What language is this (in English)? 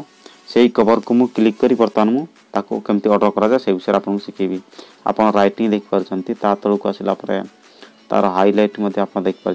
Odia